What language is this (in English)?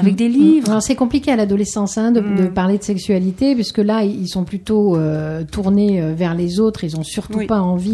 French